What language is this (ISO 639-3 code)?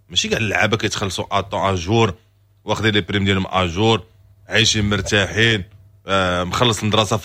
ary